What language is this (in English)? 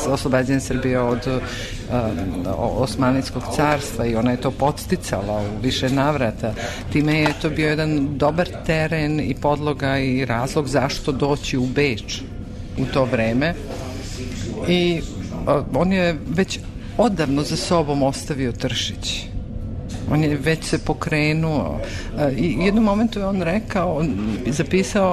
Serbian